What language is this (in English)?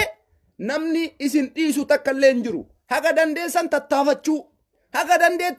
Oromo